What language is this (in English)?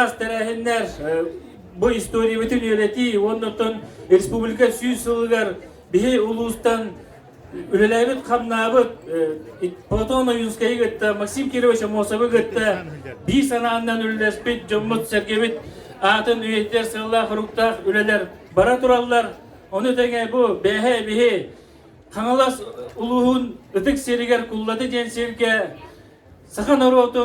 Yakut